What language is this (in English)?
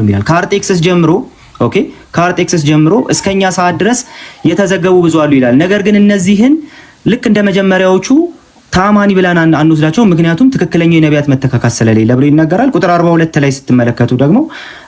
Amharic